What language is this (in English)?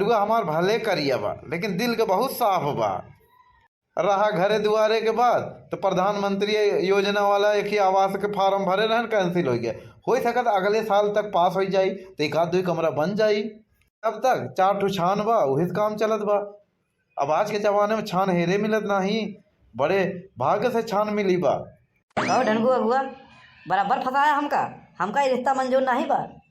Awadhi